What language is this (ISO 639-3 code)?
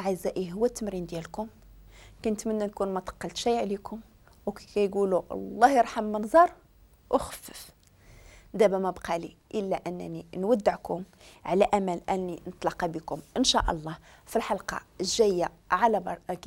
ary